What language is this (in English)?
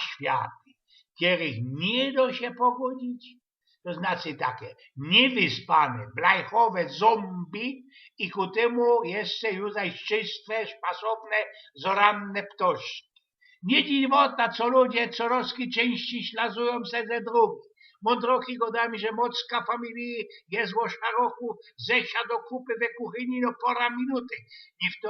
Silesian